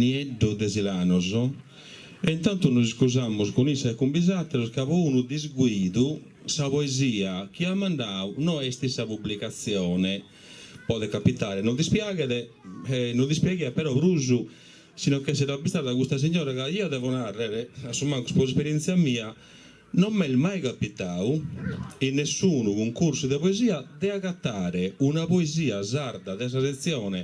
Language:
Sardinian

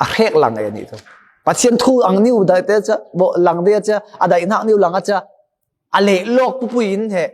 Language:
Falam Chin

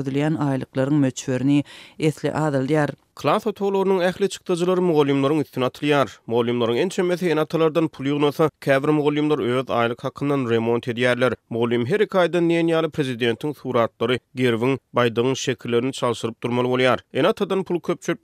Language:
Turkmen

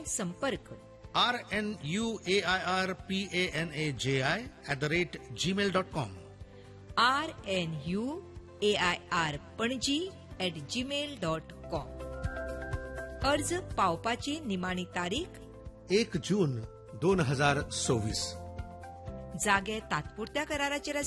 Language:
Konkani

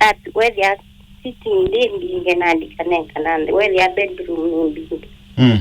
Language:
Kamba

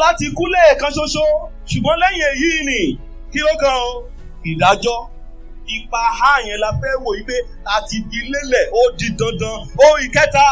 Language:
Yoruba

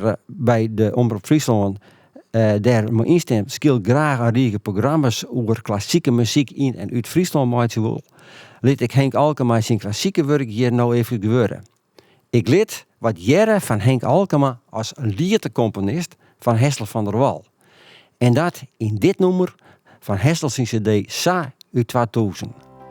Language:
Western Frisian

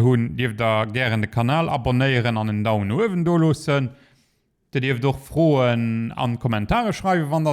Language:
Luxembourgish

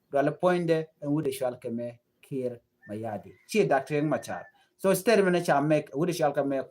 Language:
Nuer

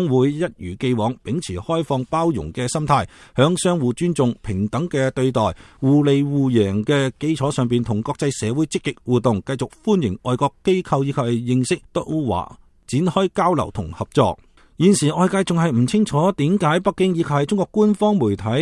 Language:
Cantonese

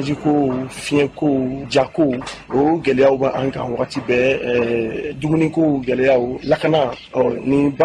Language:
Bambara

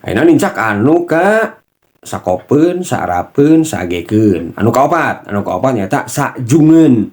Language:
Sundanese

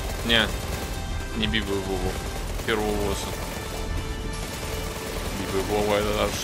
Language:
Russian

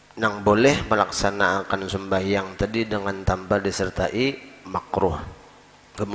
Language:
Banjar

